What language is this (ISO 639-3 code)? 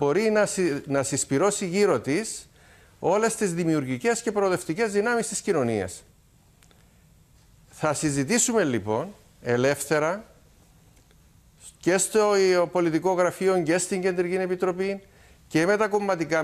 ell